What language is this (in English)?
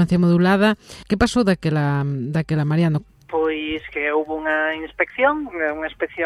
Galician